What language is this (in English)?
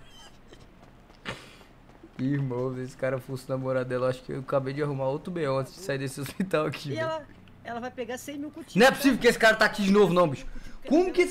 Portuguese